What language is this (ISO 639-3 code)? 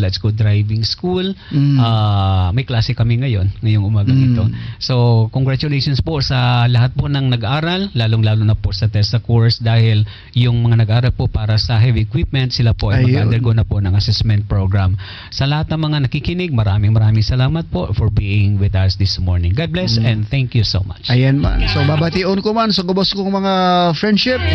bik